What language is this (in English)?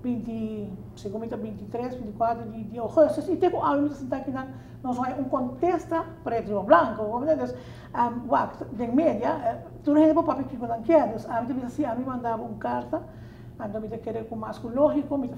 Papiamento